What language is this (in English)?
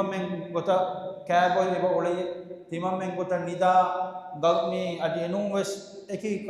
Divehi